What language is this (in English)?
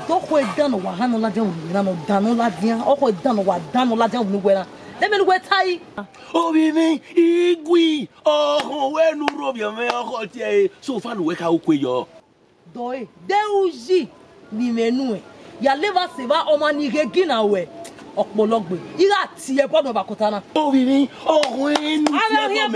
Bini